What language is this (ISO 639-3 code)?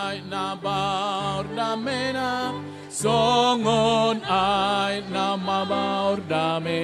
bbc